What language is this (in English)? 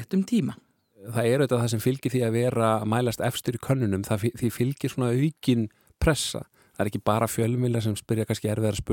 Icelandic